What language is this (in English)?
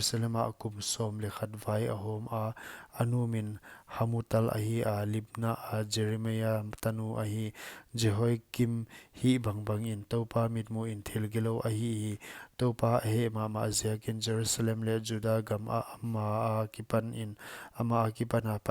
Paite Chin